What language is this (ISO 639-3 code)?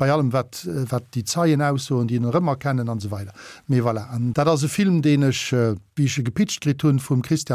ltz